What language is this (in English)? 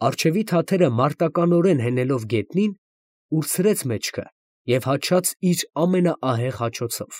Armenian